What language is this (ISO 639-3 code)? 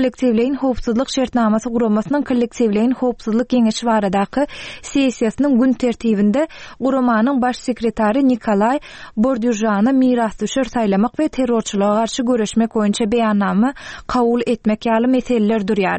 tuk